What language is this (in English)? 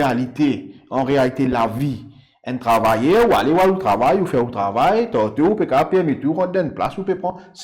Morisyen